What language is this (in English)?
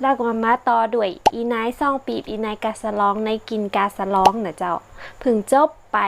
Northern Thai